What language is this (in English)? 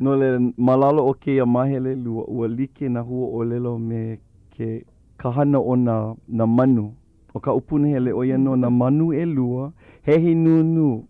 Hawaiian